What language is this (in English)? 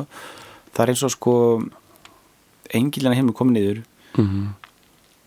Icelandic